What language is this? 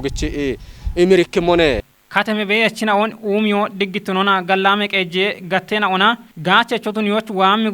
Kafa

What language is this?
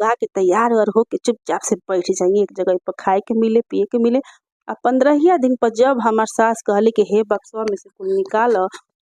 Bhojpuri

